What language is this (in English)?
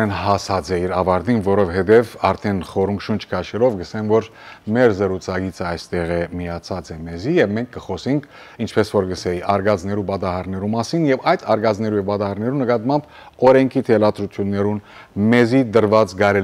Western Armenian